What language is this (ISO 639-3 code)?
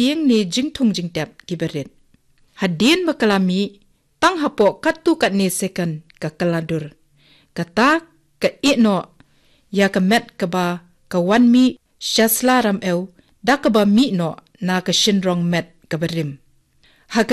kha